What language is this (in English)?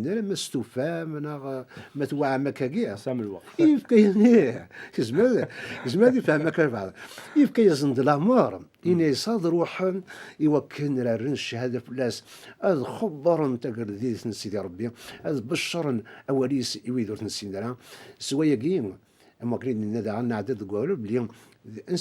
Kabyle